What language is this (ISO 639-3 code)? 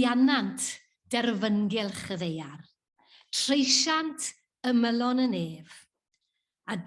cym